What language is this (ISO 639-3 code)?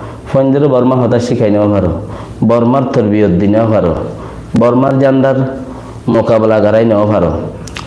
rhg